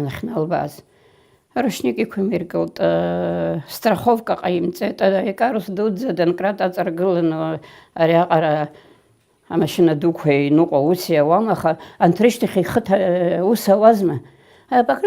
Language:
Abkhazian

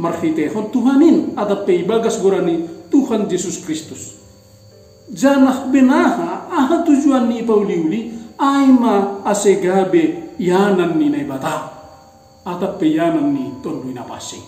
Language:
Batak Simalungun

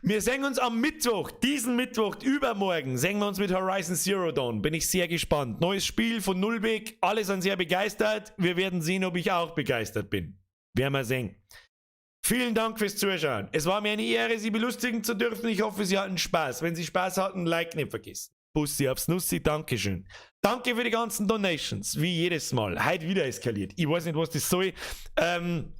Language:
Bavarian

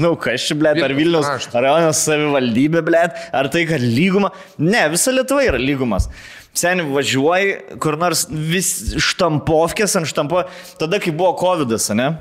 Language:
Lithuanian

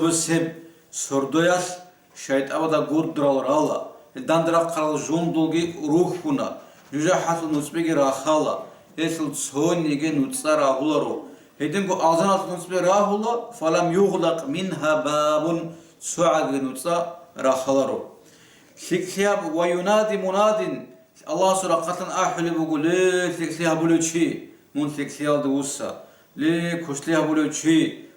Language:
Avaric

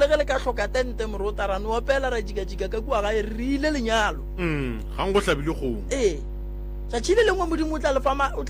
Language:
Northern Sotho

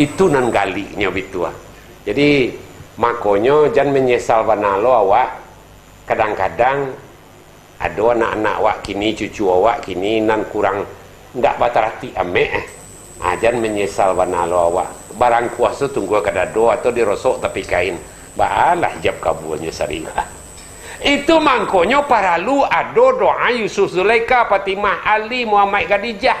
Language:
Minangkabau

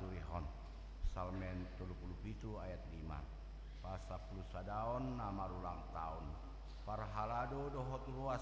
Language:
Batak Toba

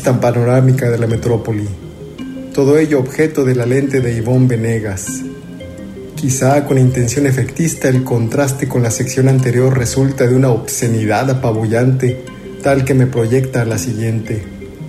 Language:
Spanish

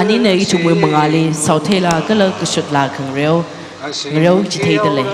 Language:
Tangkhul Naga (India)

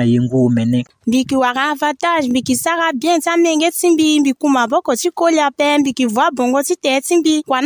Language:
Sango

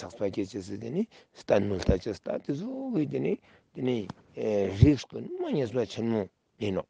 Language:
Ladakhi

